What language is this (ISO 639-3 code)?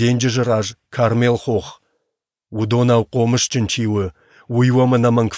oss